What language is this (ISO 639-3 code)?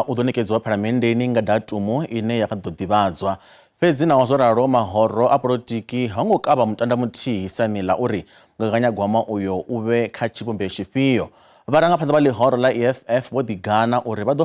ven